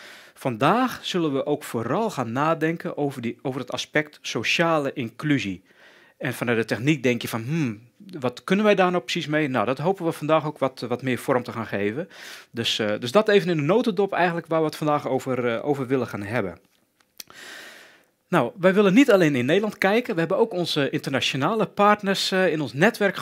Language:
Dutch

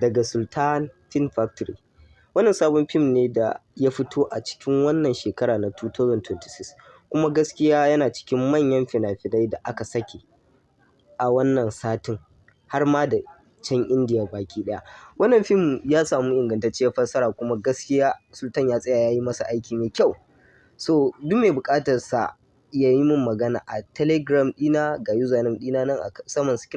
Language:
Hausa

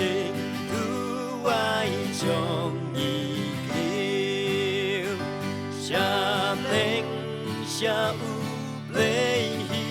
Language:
Khasi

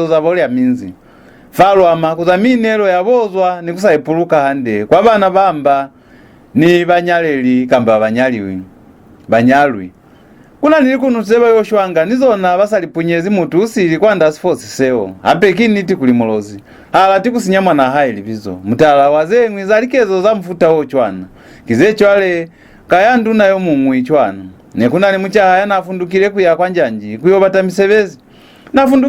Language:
Lozi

